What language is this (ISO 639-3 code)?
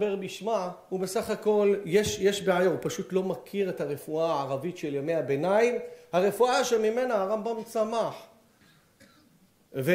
heb